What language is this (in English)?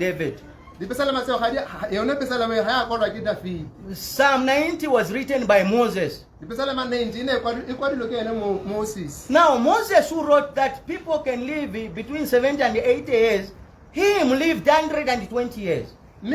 Tswana